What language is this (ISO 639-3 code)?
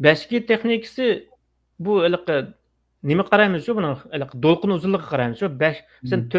uig